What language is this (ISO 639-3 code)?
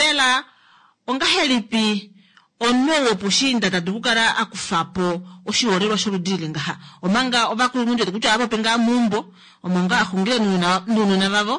kua